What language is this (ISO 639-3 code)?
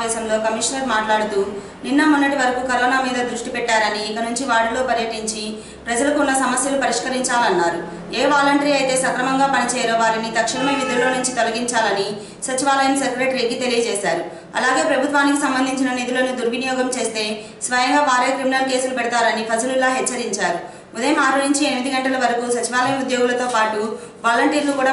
tel